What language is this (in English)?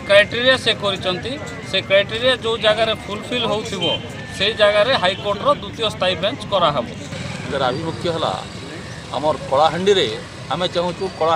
Odia